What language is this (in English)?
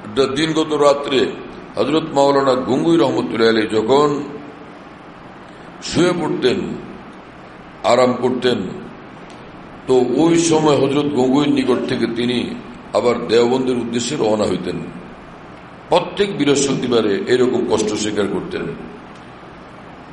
Bangla